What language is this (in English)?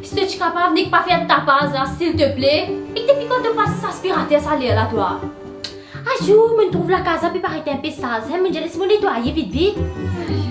Morisyen